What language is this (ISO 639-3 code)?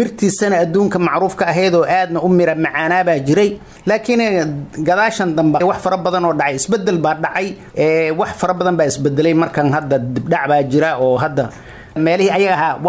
som